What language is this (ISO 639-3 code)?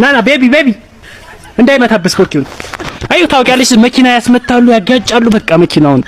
amh